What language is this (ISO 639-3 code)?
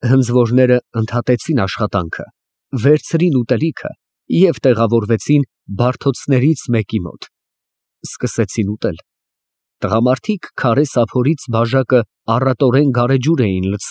hye